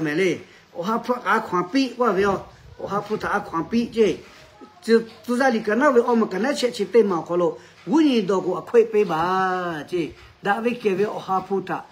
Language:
Lahu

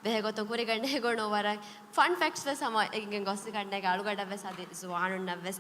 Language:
Divehi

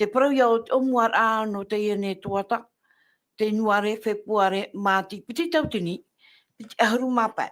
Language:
Tahitian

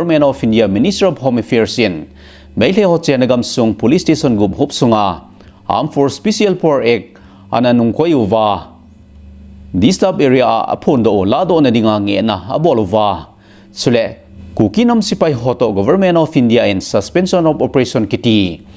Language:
Thado Chin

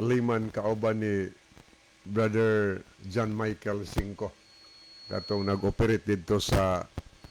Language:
Cebuano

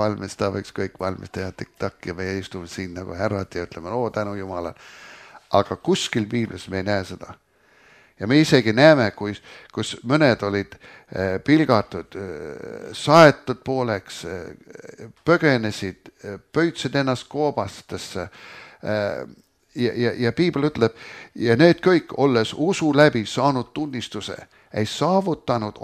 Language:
Estonian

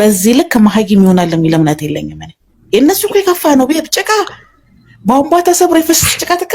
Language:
Amharic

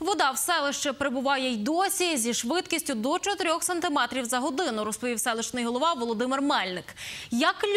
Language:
Ukrainian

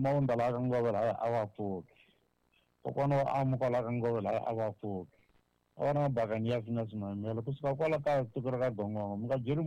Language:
Tsonga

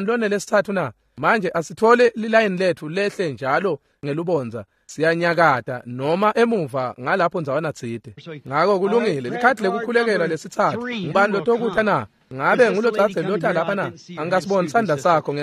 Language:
Swati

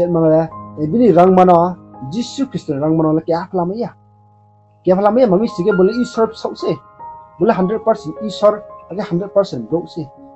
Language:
Riang (India)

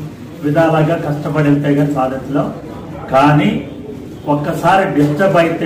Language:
Telugu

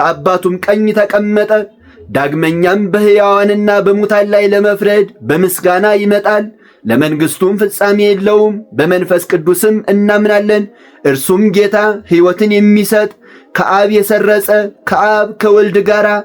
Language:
Amharic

